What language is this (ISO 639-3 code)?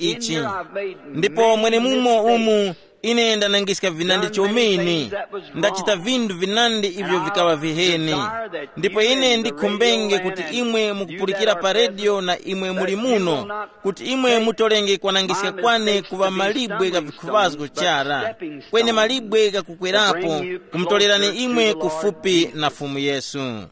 tum